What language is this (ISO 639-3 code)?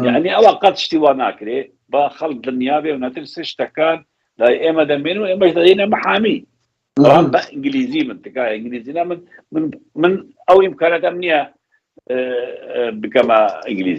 ckb